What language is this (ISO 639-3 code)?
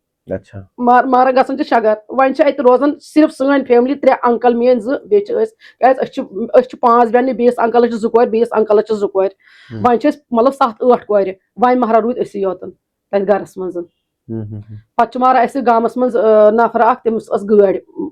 kas